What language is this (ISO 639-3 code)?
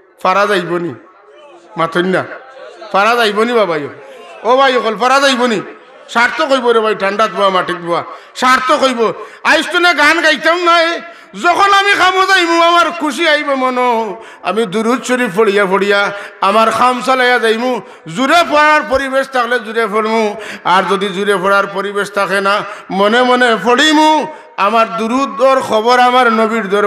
syl